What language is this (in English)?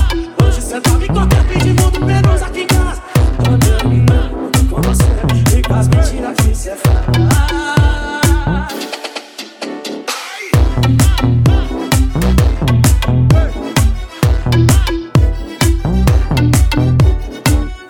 Portuguese